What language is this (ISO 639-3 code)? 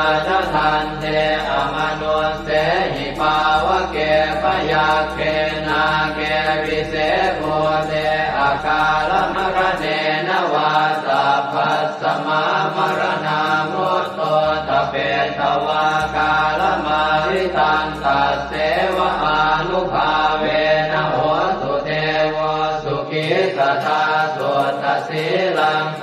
pli